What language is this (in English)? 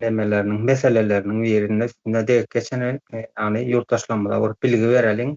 Turkmen